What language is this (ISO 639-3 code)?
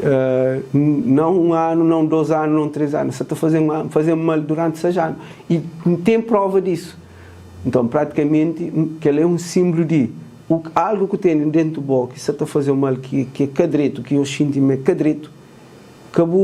kea